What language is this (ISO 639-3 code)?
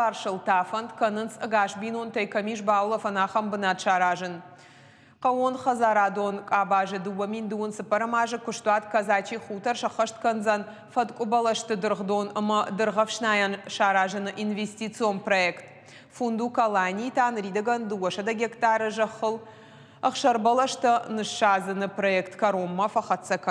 oss